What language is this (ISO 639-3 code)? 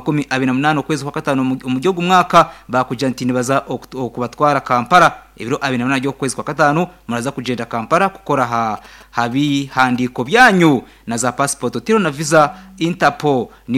nyn